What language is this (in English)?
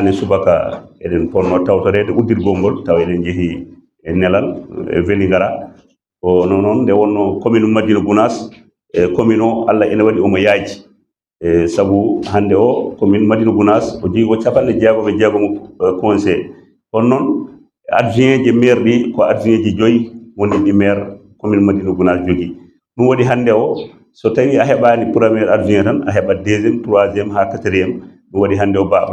Fula